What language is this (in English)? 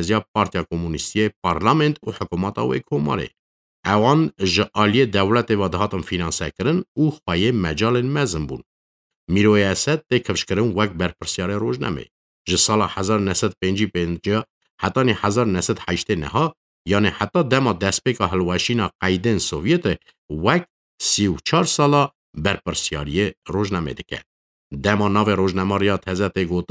Kurdish